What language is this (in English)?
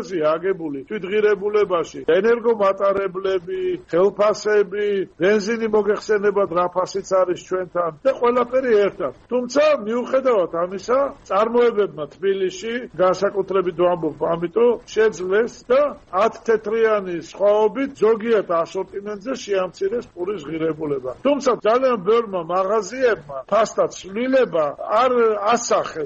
Georgian